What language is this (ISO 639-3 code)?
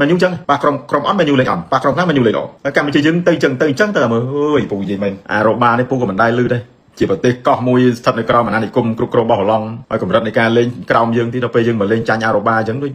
khm